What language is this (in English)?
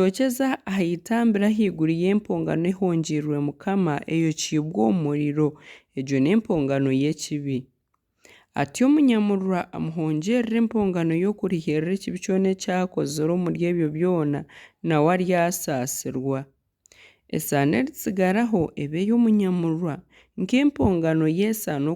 Nyankole